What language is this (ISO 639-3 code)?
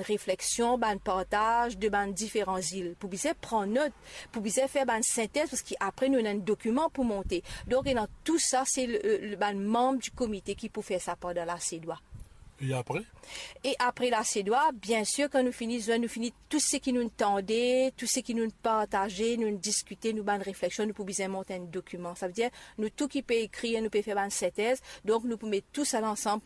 mfe